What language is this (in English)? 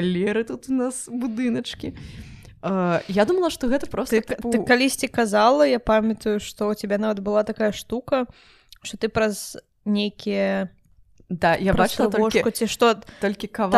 Belarusian